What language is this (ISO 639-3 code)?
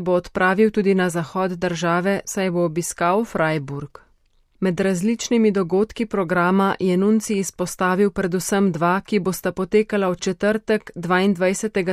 slv